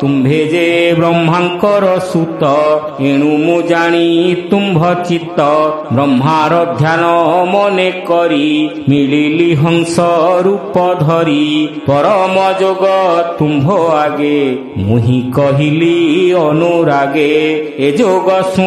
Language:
Odia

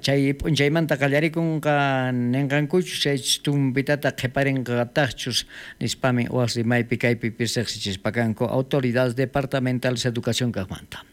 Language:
South Bolivian Quechua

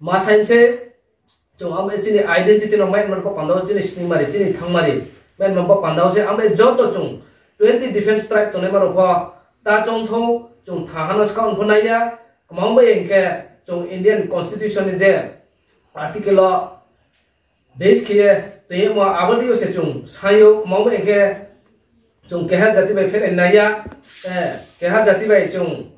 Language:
Riang (India)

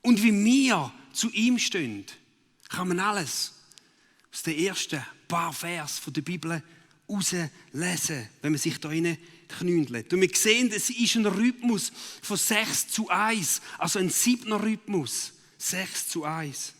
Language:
Swiss German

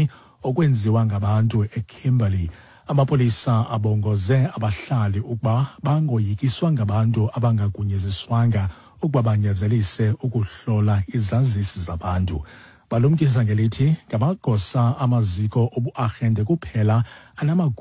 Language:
Xhosa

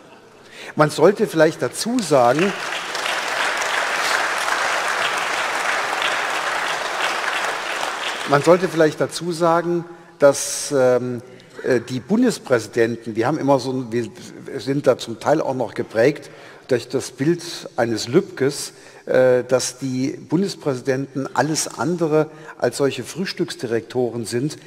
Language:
German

